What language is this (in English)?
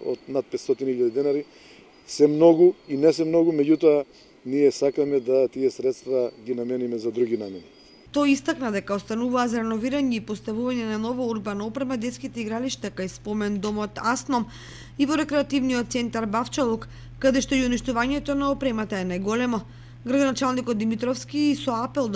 Macedonian